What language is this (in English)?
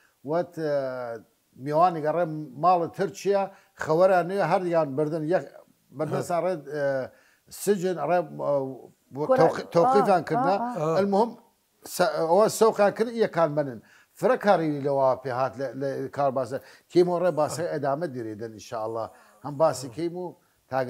Southern Kurdish